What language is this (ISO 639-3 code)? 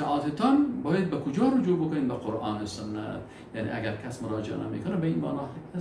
fas